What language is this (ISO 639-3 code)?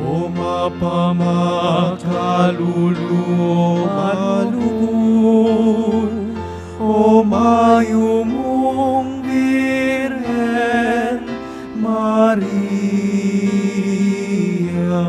pam